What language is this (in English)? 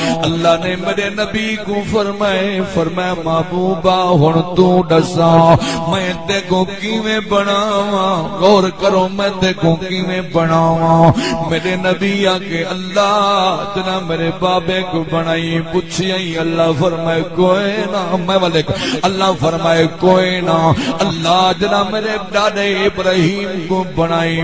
Saraiki